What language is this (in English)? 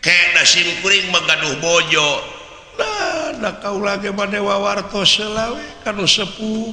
Sundanese